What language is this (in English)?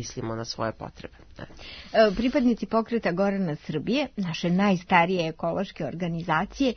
Serbian